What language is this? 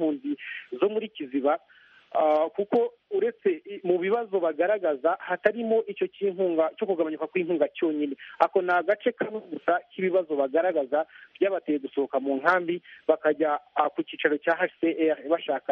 Kinyarwanda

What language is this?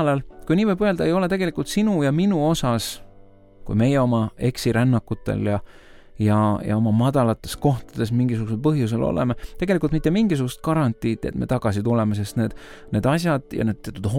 Estonian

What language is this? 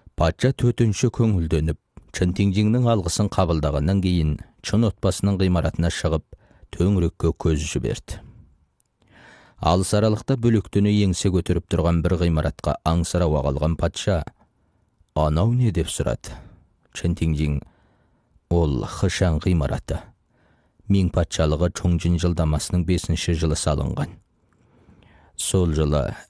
Kazakh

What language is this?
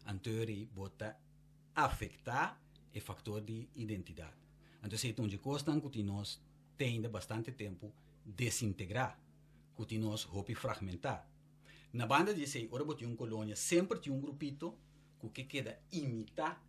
Papiamento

